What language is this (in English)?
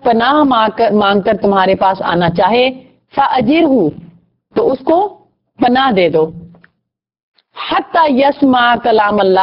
Urdu